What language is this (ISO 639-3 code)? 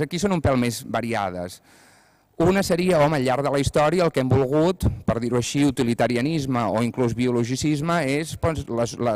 cat